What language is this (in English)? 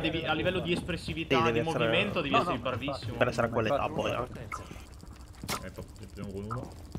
Italian